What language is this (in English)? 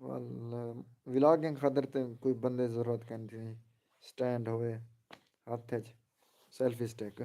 Saraiki